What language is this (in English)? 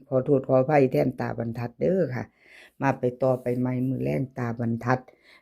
Northeastern Thai